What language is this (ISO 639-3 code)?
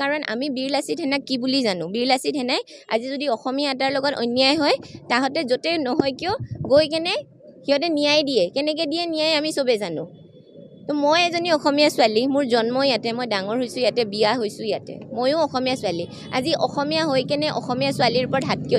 asm